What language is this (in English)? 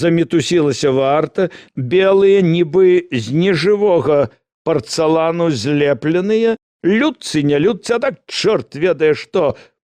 Belarusian